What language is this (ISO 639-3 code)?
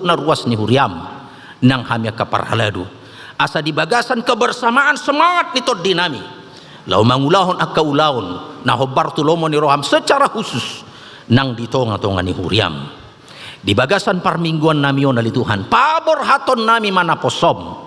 bbc